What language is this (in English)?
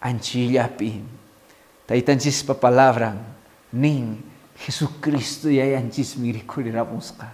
Quechua